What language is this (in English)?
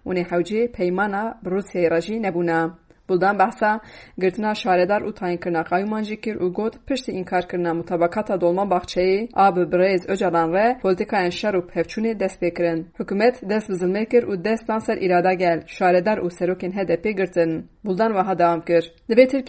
Kurdish